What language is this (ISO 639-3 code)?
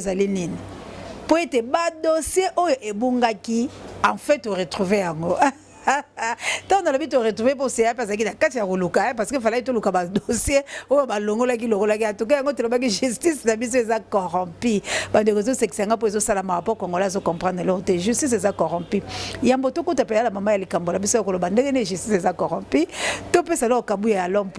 lin